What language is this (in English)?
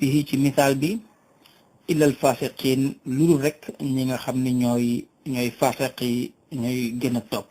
Wolof